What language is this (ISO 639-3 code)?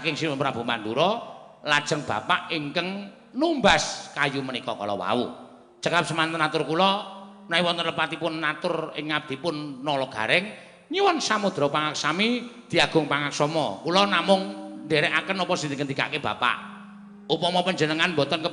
jav